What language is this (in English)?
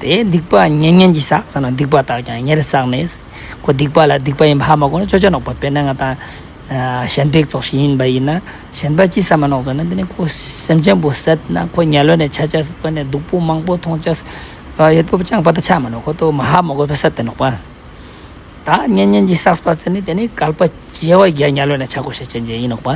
Ladakhi